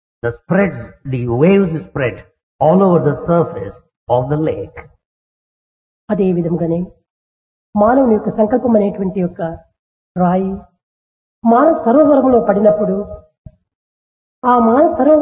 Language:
Telugu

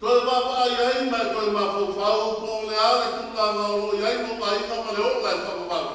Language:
Samoan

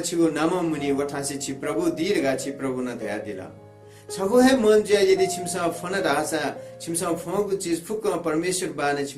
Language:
Newari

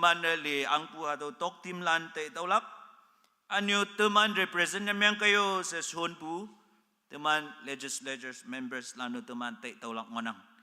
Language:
Konyak Naga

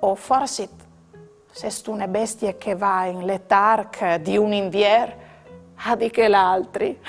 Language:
Friulian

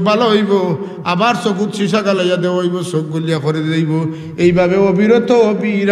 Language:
Sylheti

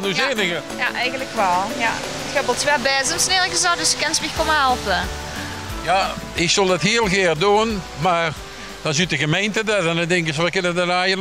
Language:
Limburgish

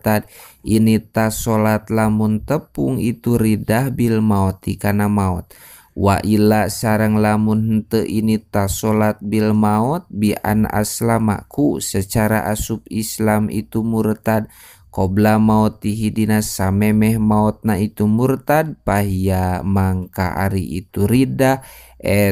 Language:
Sundanese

